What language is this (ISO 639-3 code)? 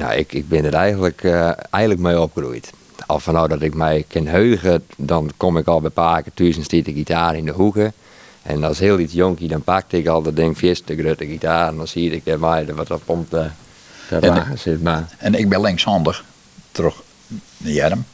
fry